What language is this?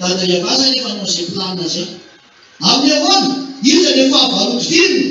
Malagasy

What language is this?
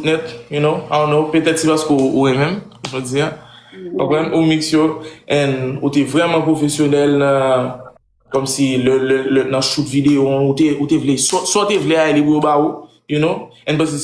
Haitian Creole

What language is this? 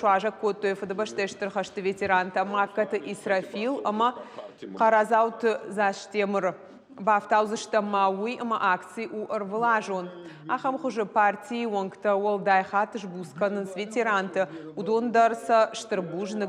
Ossetic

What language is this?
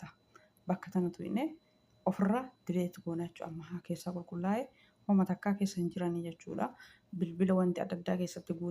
Oromo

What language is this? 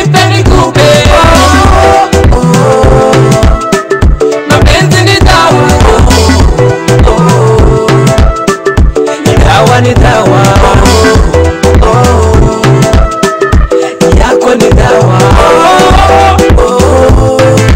Kinyarwanda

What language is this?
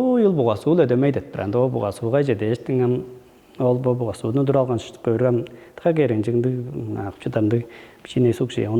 Tuvinian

